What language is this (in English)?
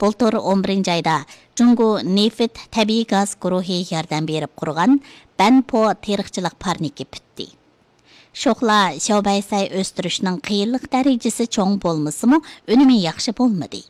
Uyghur